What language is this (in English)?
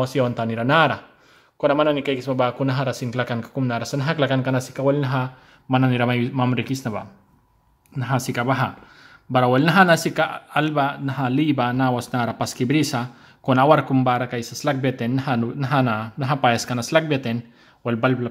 Mískito